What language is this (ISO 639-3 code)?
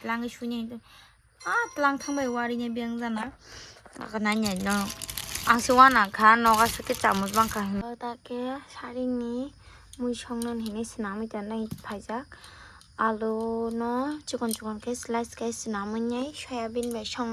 trp